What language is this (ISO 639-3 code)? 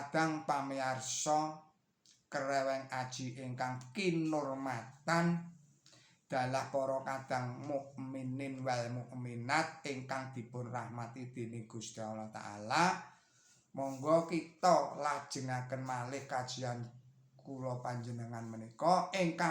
jav